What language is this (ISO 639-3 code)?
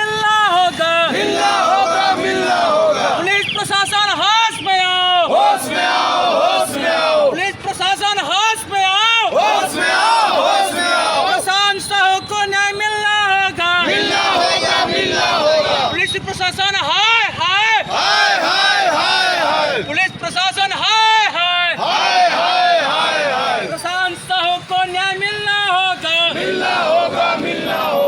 hne